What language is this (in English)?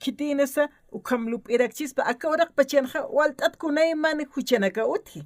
Aymara